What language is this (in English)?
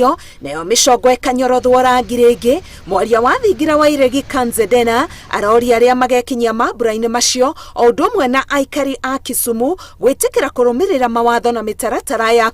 Kikuyu